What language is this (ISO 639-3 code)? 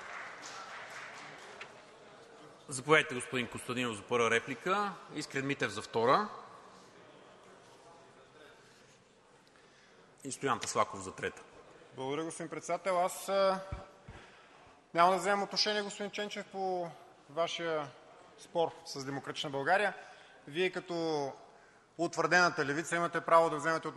bul